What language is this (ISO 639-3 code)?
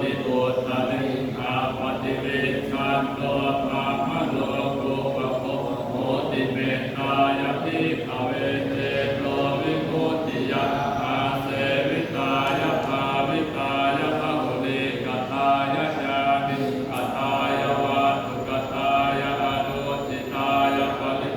pli